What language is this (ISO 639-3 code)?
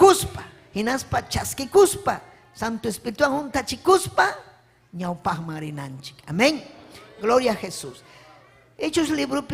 quy